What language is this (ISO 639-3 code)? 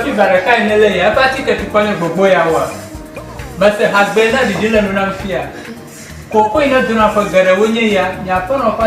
ewe